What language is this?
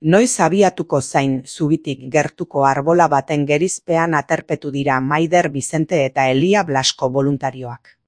Basque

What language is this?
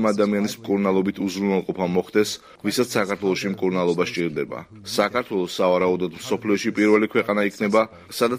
Georgian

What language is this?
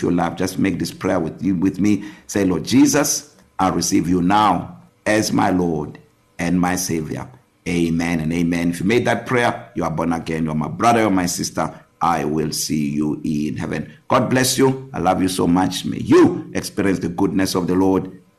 English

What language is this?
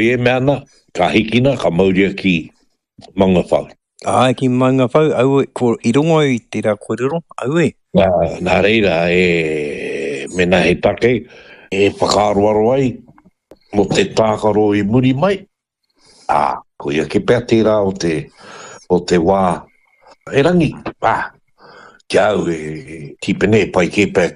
Māori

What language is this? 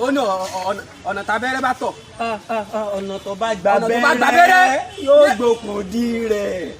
Yoruba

